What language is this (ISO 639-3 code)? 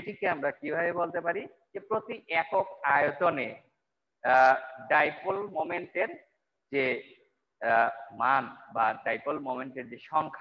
ben